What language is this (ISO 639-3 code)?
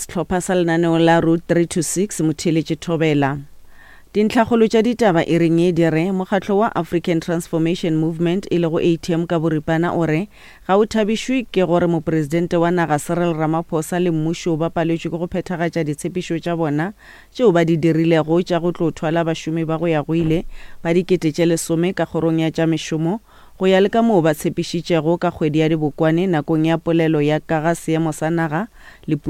nso